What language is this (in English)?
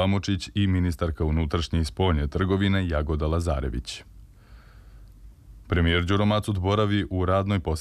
Serbian